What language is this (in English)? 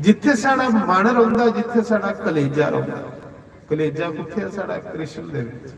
Dogri